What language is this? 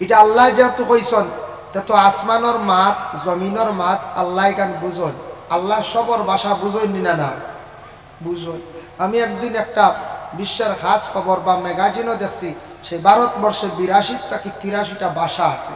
Sylheti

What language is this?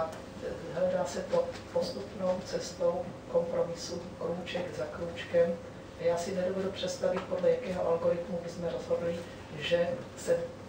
Czech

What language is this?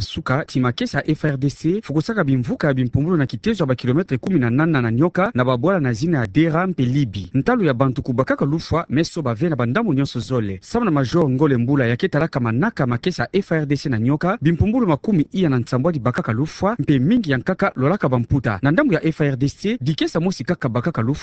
Kituba (Democratic Republic of Congo)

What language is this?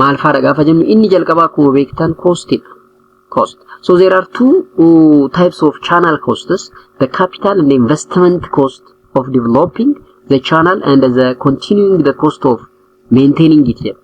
Oromo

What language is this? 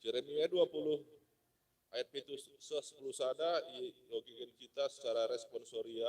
Batak Karo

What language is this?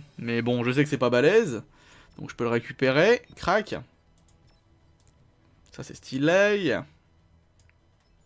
French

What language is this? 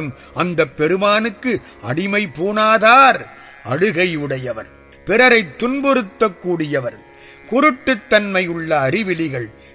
Tamil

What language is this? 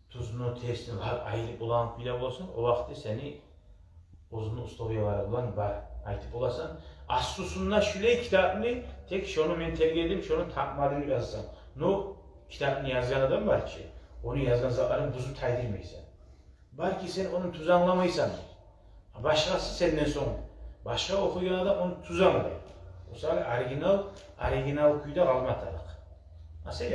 Kumyk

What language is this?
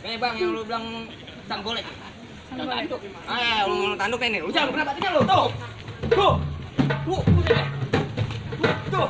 Betawi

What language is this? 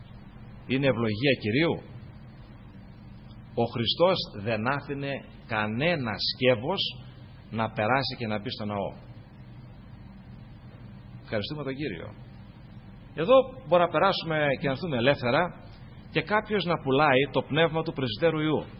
Greek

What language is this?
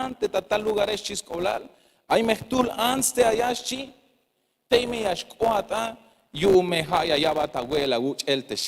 Tzeltal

